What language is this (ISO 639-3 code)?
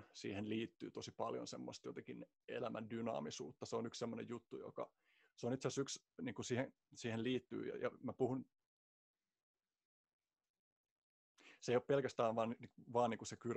fin